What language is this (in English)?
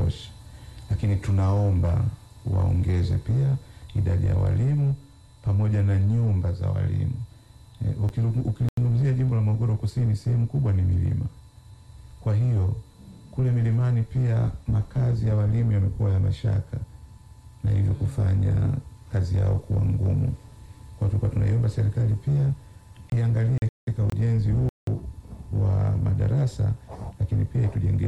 Swahili